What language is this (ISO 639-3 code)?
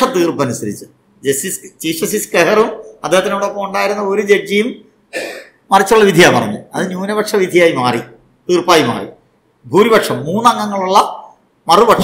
mal